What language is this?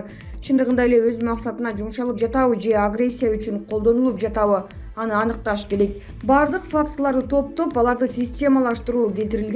Kyrgyz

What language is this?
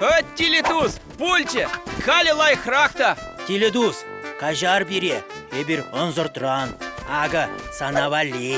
Chuvash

